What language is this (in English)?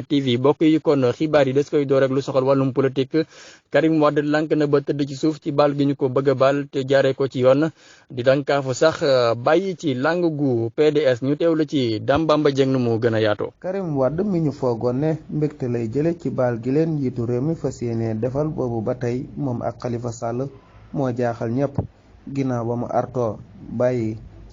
Wolof